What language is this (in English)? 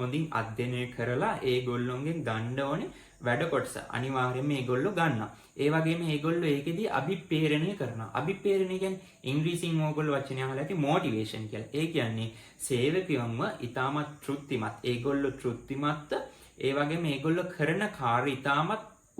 Sinhala